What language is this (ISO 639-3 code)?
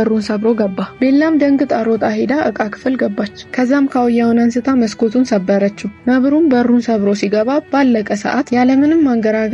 amh